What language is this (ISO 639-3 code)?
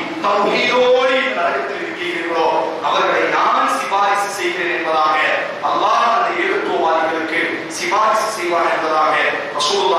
tam